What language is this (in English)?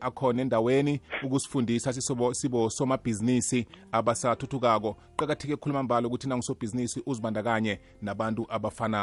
South Ndebele